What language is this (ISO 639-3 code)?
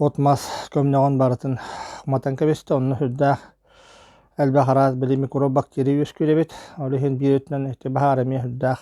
sah